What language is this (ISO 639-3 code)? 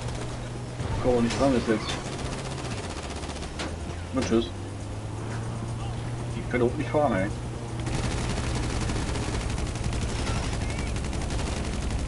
deu